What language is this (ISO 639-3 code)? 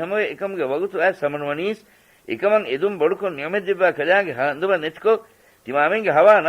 div